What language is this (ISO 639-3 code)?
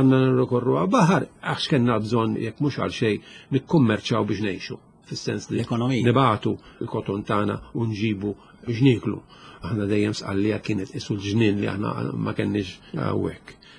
mlt